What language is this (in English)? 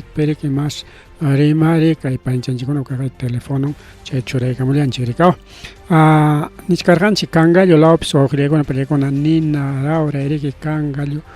Ayacucho Quechua